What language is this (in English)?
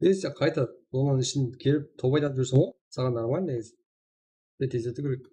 Kara-Kalpak